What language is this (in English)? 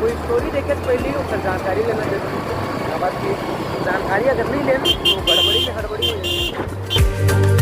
Chhattisgarhi